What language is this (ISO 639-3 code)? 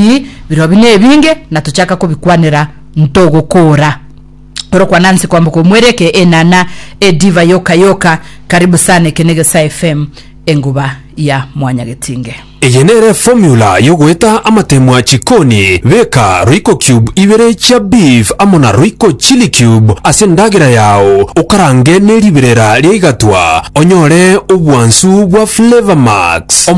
guz